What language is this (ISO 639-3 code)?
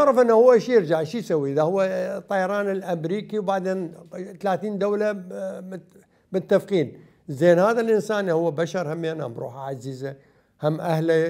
acm